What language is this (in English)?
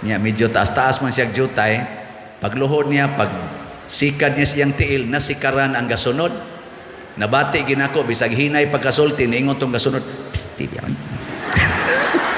Cebuano